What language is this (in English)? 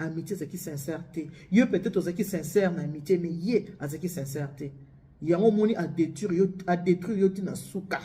Lingala